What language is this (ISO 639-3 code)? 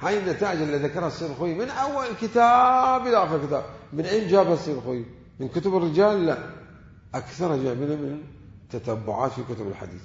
acm